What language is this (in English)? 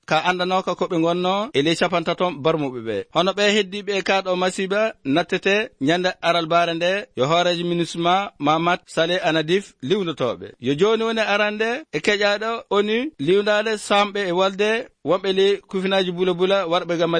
Fula